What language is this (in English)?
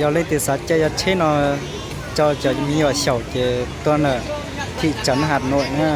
Hmong